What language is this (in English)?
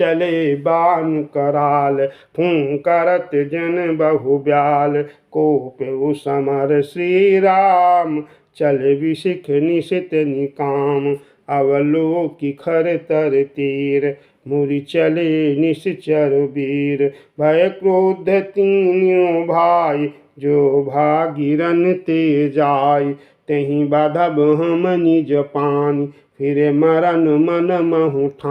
Awadhi